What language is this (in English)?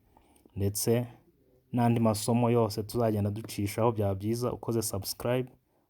Kinyarwanda